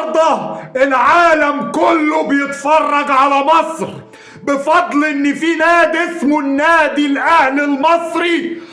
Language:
Egyptian Arabic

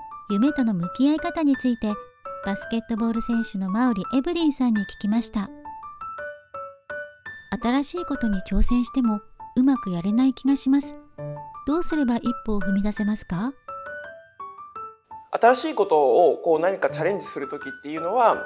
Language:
Japanese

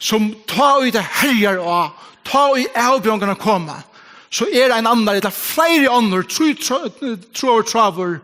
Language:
Faroese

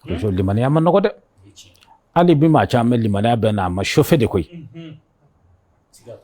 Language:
Bambara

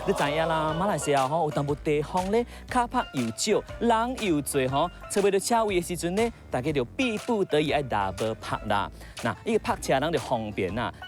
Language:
Min Nan Chinese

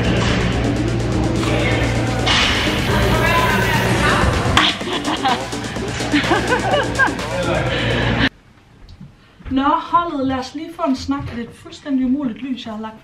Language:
Danish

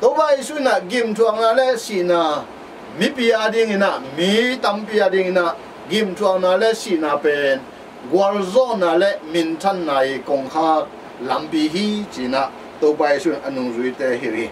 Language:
Tedim Chin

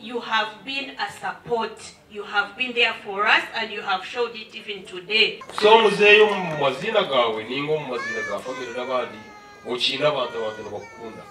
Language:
Nyankole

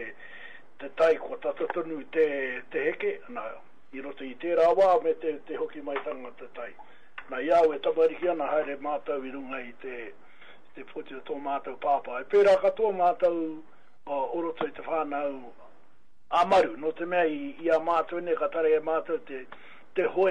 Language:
Māori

